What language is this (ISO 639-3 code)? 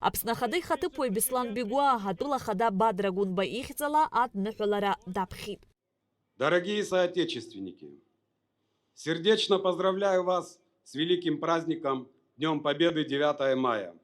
abk